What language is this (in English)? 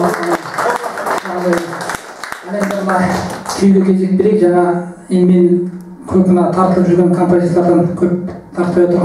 Kazakh